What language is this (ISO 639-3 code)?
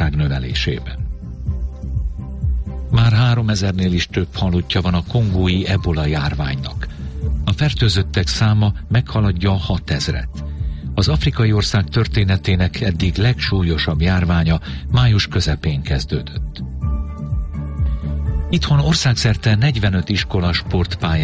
hun